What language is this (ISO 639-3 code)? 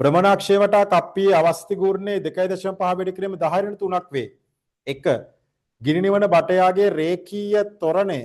sin